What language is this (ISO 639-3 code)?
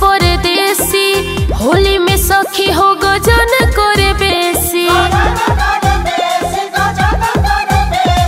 bho